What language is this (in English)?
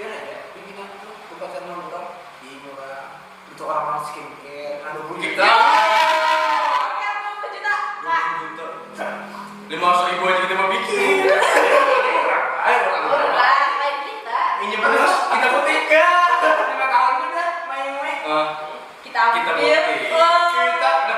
Banjar